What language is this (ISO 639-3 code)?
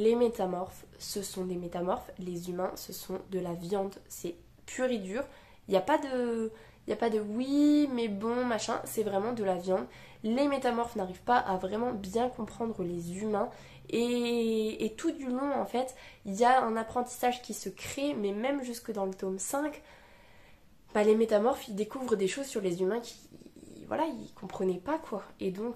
fra